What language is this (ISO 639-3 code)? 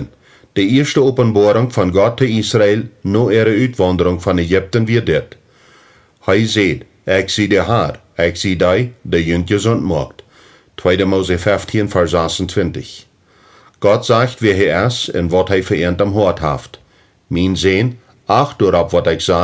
pdt